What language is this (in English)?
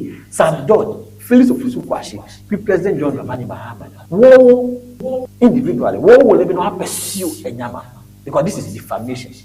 Ewe